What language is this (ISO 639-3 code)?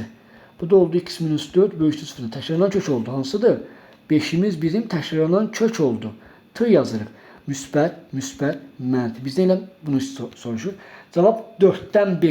aze